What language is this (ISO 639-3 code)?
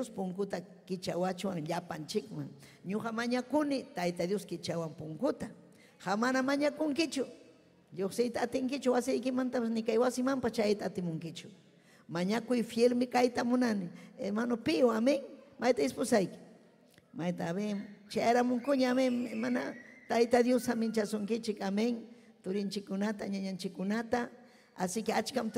quy